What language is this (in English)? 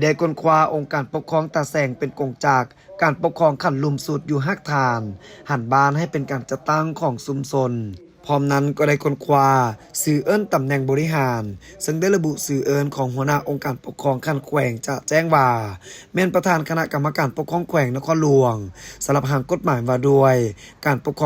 Lao